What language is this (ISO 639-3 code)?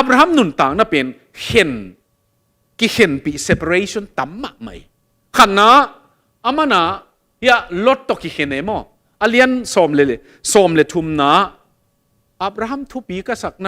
ctd